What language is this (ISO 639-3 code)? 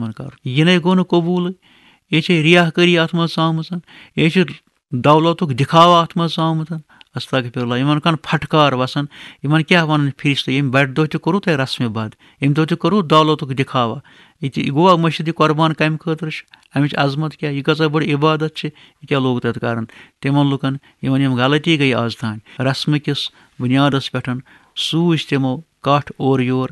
kas